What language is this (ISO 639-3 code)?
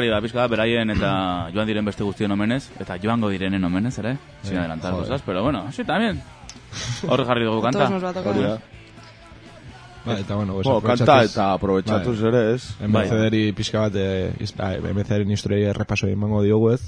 eus